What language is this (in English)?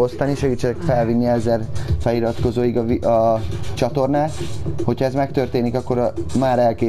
Hungarian